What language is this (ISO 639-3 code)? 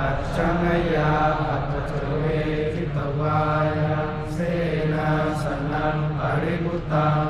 pli